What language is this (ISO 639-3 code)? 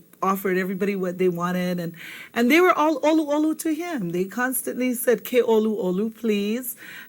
haw